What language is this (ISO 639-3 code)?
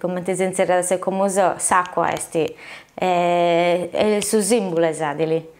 srd